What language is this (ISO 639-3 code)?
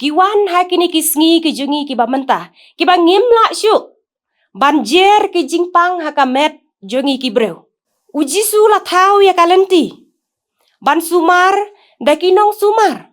kha